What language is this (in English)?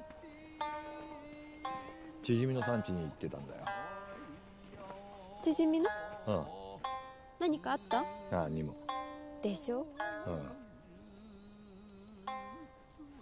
Japanese